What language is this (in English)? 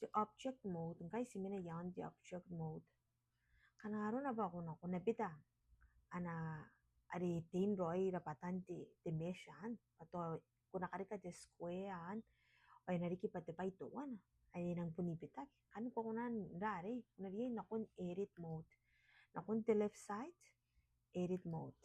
Gilbertese